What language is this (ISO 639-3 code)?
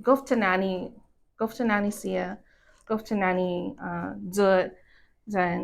cha